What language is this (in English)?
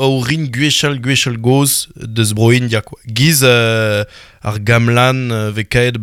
Breton